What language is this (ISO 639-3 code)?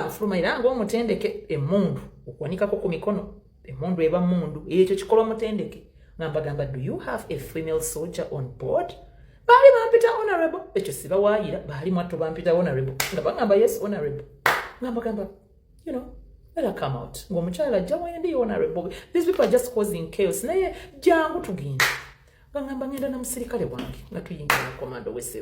lug